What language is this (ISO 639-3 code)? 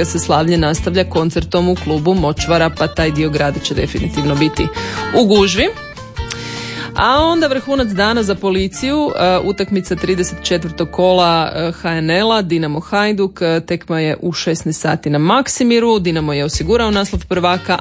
hrv